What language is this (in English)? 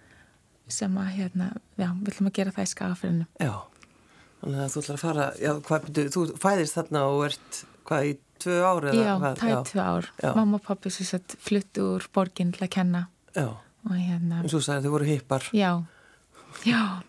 Icelandic